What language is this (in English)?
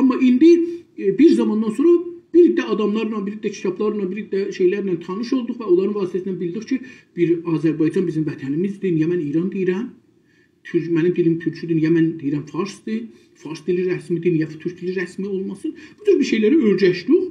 South Azerbaijani